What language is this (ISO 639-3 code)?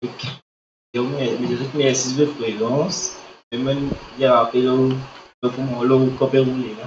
mfe